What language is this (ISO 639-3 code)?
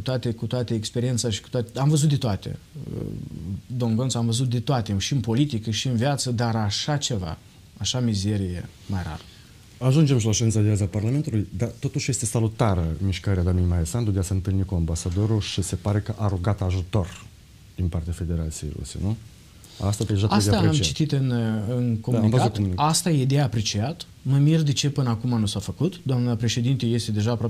ron